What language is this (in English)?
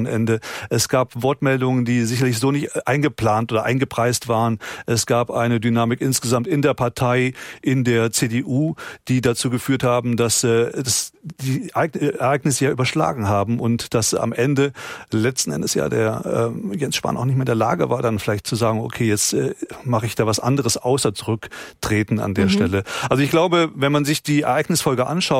German